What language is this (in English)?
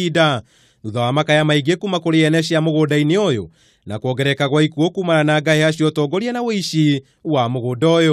Kikuyu